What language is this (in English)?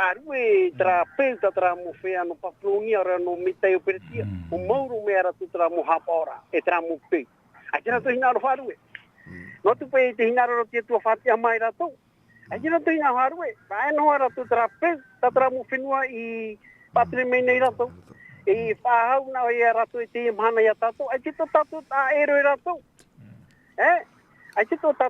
Tahitian